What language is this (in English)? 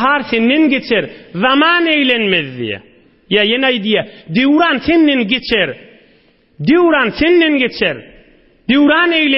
Turkmen